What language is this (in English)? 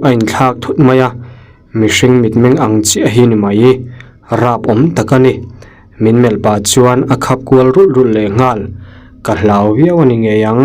Mizo